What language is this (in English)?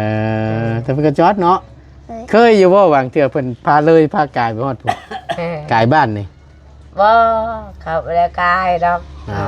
Lao